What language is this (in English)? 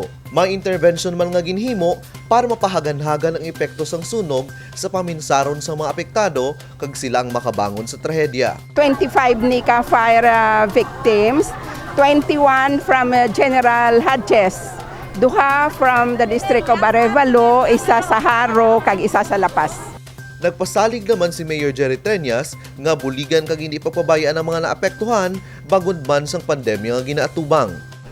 Hiligaynon